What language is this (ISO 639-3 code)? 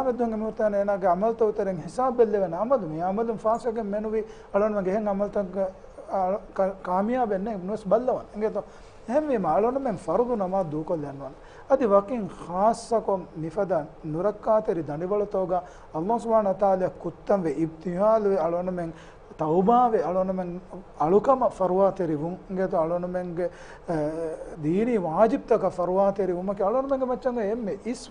div